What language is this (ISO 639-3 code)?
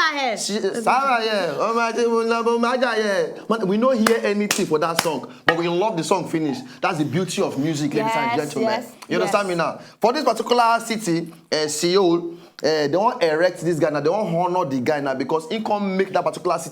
pcm